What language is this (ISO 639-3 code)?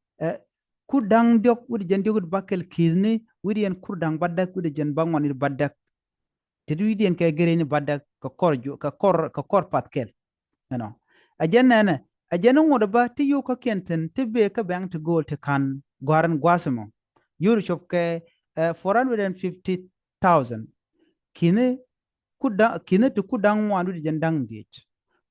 nus